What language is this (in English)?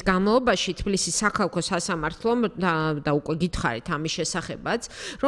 Georgian